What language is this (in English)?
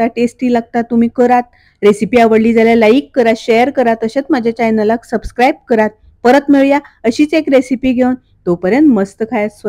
Konkani